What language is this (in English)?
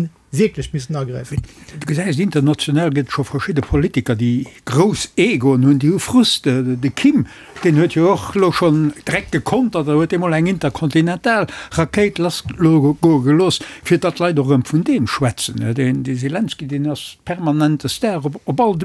Luxembourgish